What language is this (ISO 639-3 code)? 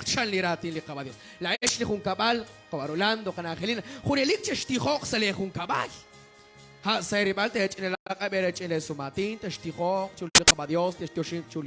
kek